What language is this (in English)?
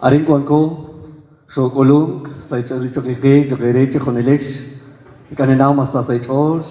Kekchí